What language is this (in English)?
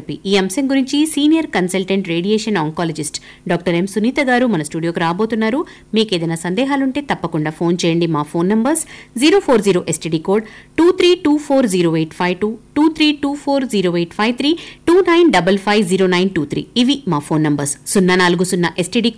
Telugu